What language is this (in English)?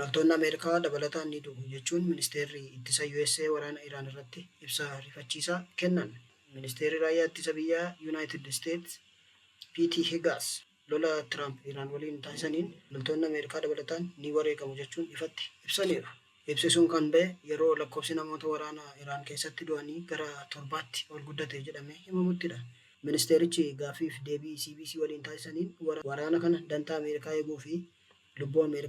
Oromo